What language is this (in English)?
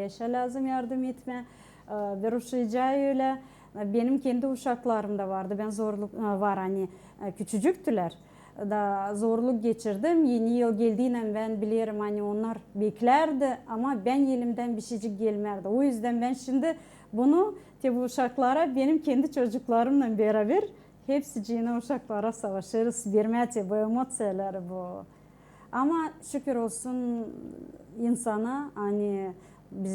Gagauz